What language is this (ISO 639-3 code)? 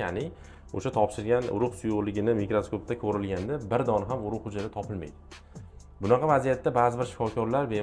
uzb